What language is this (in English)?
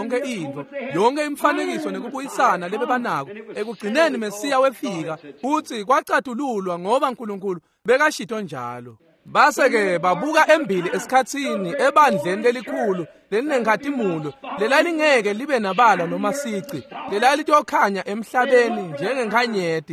Swati